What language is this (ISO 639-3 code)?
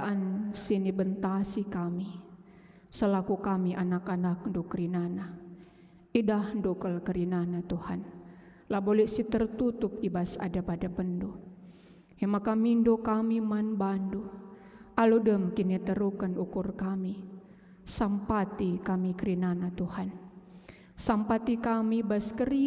btx